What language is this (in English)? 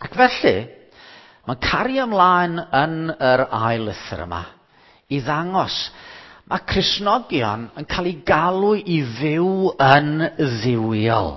Welsh